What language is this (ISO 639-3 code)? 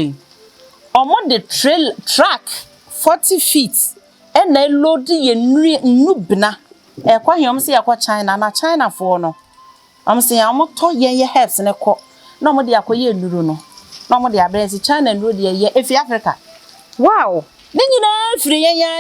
aka